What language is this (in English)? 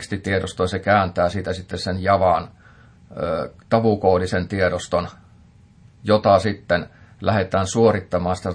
Finnish